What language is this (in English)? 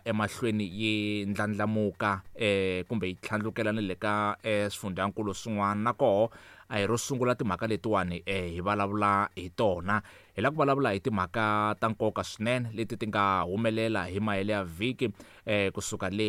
Tsonga